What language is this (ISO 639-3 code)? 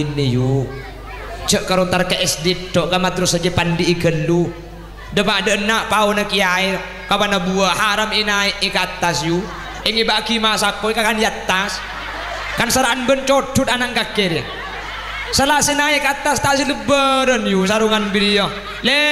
mad